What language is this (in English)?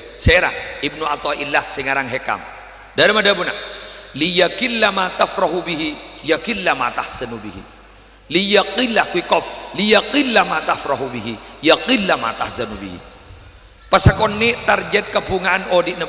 Madurese